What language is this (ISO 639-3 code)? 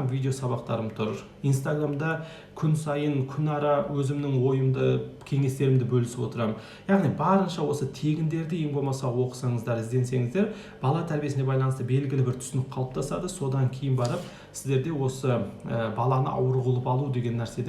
kaz